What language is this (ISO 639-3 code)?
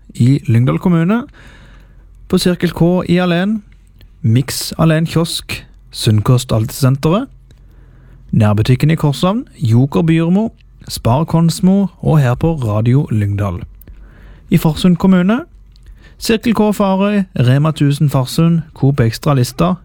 nor